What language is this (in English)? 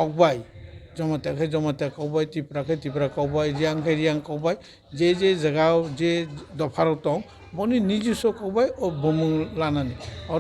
Kok Borok